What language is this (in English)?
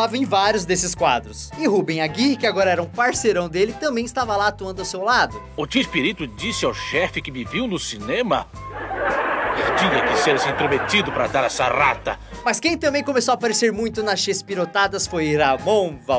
Portuguese